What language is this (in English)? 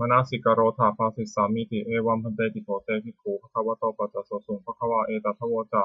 Pali